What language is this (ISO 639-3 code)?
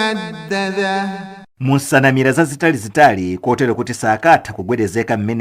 nya